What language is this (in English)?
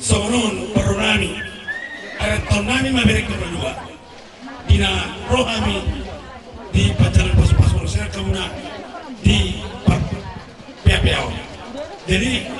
Batak Toba